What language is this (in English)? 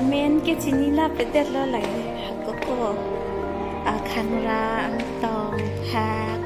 Karbi